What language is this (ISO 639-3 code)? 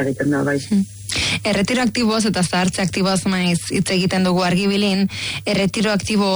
eus